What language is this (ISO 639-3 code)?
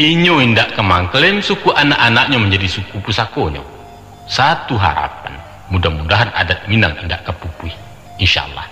min